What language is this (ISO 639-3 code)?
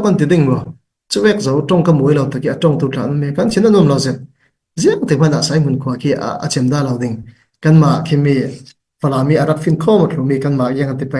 cfm